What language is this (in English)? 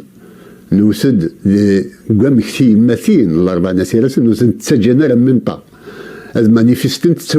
Kabyle